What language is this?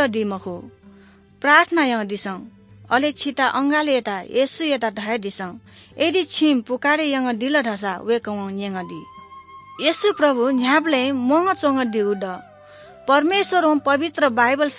Newari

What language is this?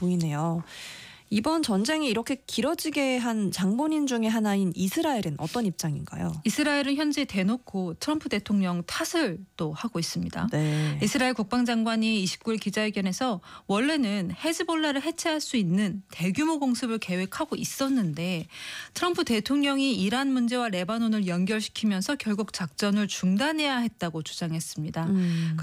Korean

